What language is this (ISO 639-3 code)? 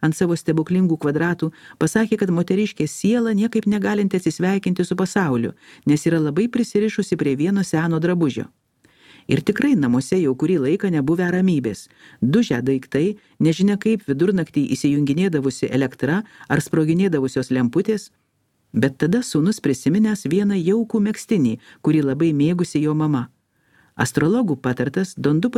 lit